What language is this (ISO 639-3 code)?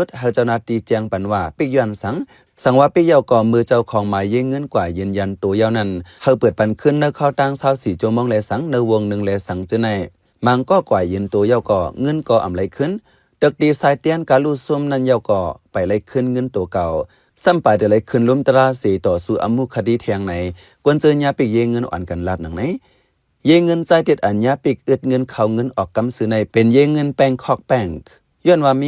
shn